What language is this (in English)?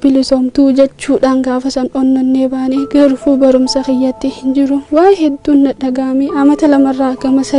Oromo